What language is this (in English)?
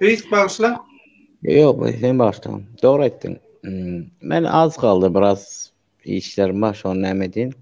Turkmen